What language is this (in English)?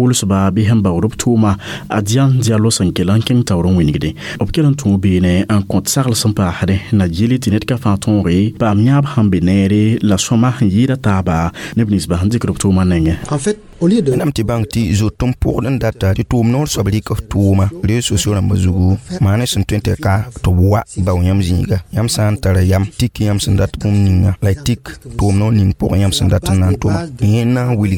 Mossi